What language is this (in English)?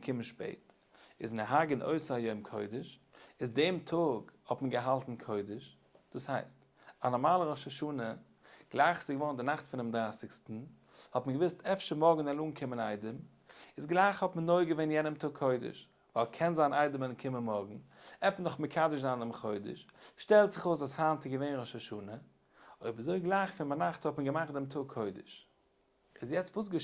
Yiddish